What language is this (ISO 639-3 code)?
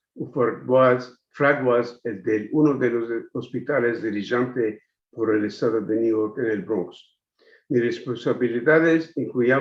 lad